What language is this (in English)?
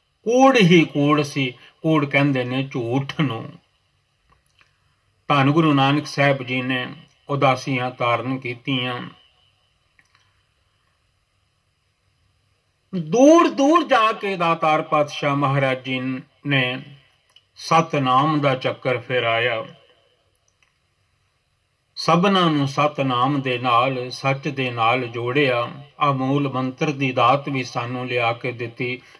Punjabi